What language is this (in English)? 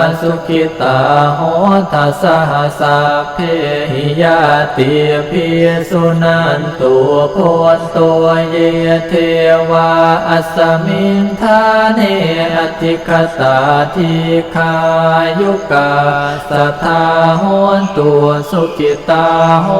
Pali